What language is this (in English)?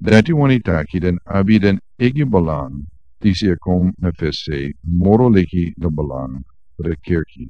Sranan Tongo